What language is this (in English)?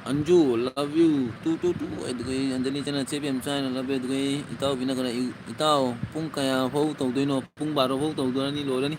Manipuri